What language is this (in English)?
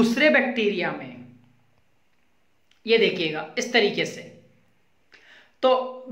Hindi